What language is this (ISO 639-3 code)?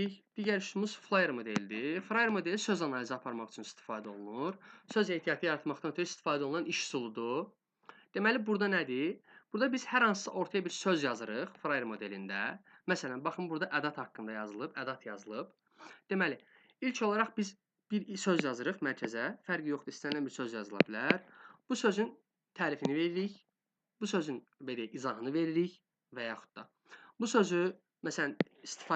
aze